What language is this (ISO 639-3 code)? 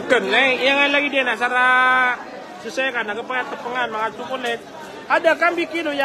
mrw